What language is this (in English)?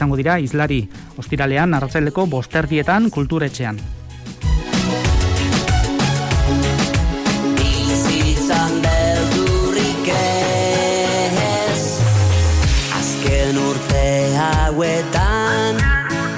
Basque